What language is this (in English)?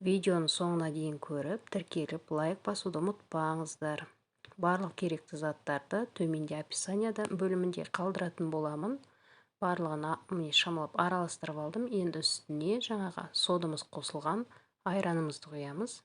Kazakh